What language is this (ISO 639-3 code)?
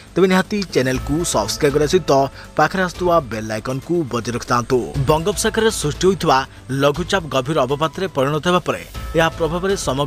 ori